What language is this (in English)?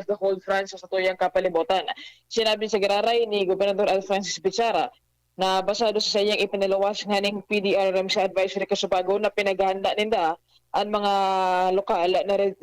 Bikol